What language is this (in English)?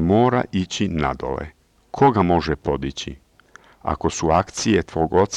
Serbian